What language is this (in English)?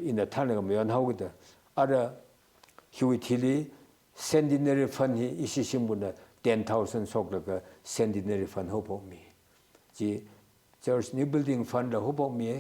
Tangkhul Naga (India)